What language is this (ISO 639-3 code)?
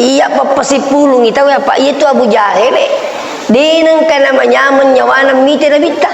bug